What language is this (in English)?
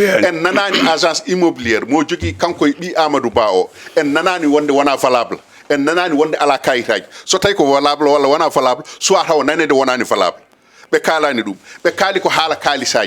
Fula